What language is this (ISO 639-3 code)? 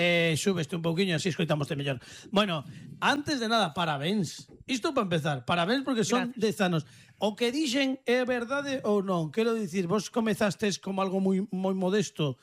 glg